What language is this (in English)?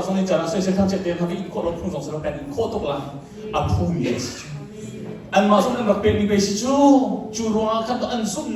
Hakha Chin